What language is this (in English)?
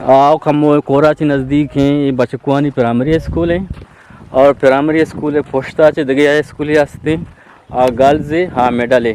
Eastern Balochi